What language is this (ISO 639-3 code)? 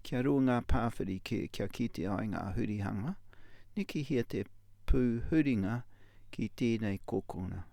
mri